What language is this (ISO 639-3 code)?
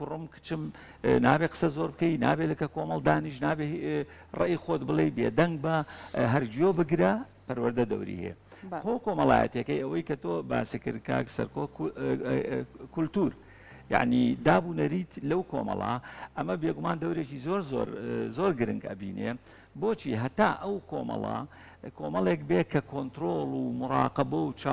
ckb